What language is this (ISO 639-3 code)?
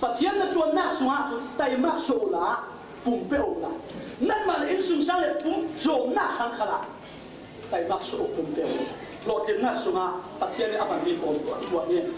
cfm